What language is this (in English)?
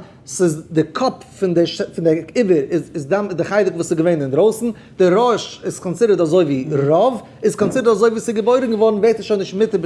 Yiddish